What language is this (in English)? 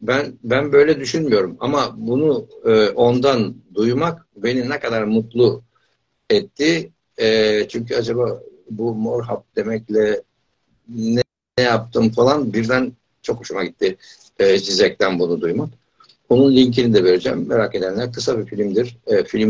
Turkish